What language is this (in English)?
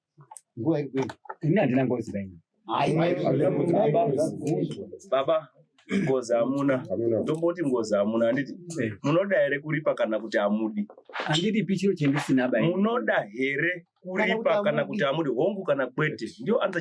Shona